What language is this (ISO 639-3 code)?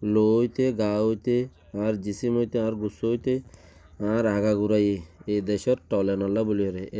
rhg